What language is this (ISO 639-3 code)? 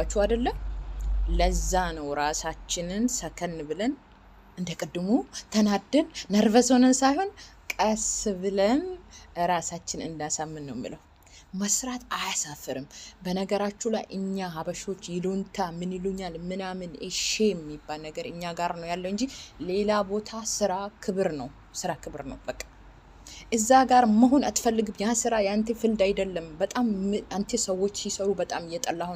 amh